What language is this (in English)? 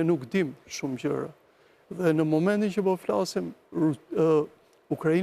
Albanian